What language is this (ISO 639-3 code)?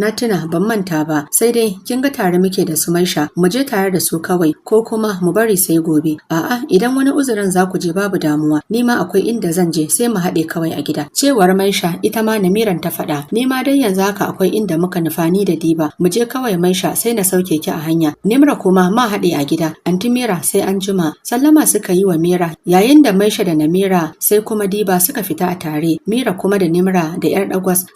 hau